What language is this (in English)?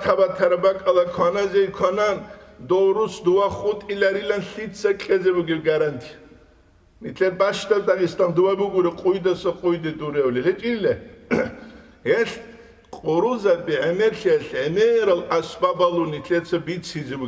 Avaric